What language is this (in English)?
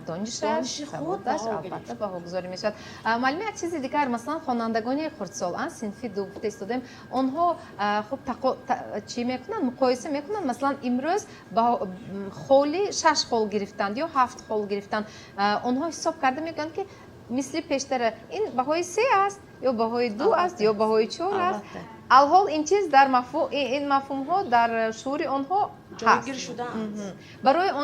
Tajik